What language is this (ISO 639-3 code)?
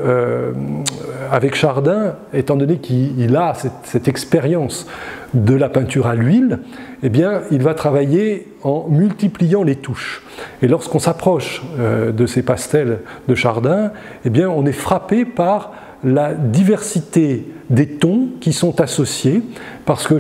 fra